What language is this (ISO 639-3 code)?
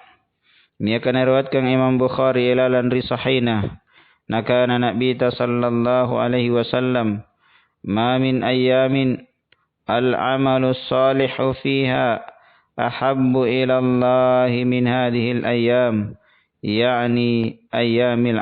mak